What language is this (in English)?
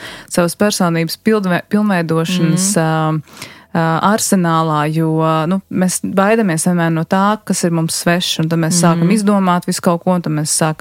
Latvian